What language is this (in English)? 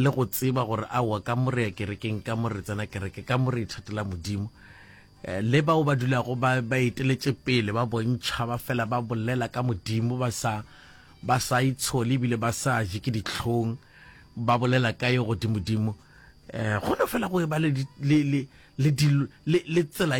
Northern Sotho